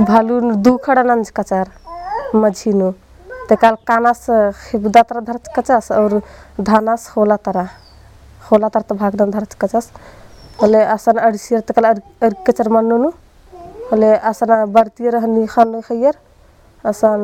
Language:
Kurukh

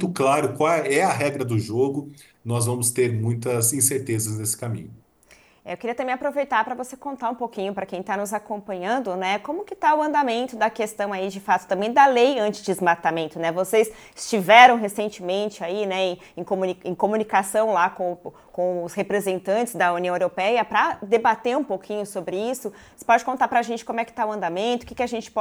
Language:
Portuguese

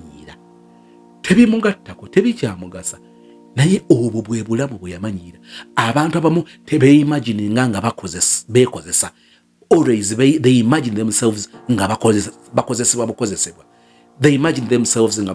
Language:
Ganda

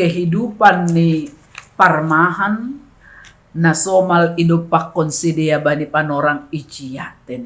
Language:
Batak Simalungun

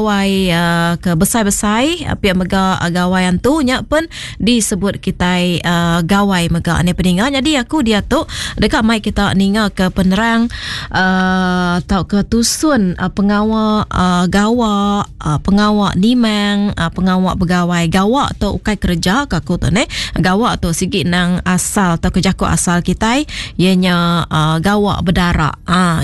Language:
Iban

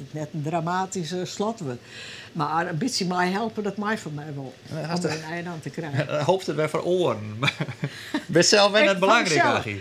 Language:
Western Frisian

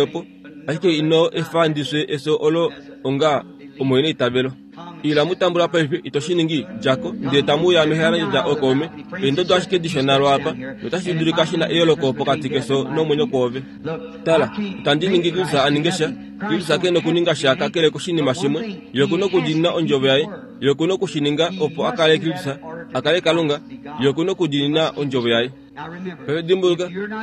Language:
Kuanyama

